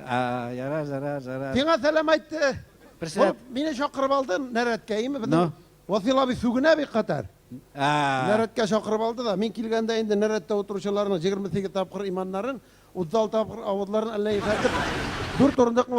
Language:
Tatar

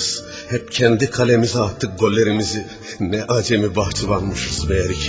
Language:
Turkish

